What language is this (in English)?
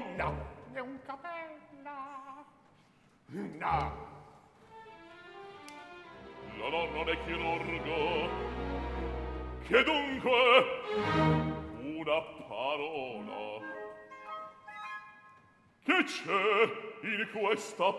Italian